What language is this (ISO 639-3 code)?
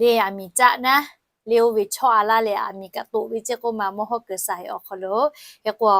lhu